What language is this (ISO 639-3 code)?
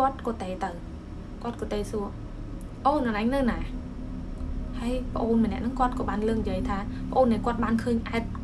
khm